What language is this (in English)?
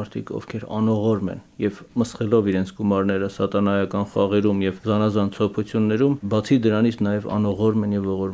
Armenian